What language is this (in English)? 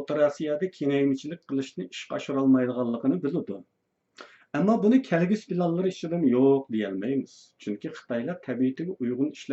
Uyghur